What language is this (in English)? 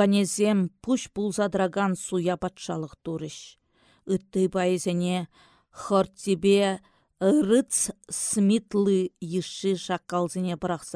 Chuvash